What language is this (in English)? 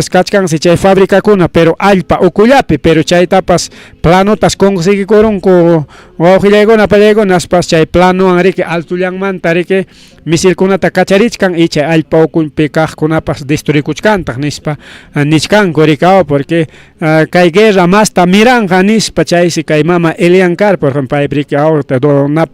Ayacucho Quechua